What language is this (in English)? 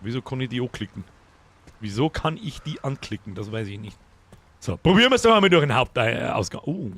Bavarian